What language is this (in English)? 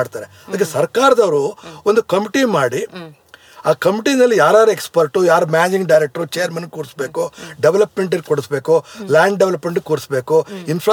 Kannada